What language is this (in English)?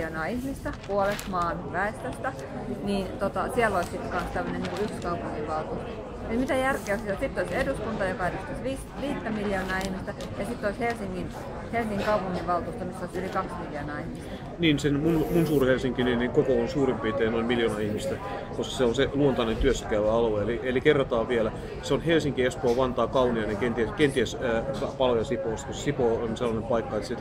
Finnish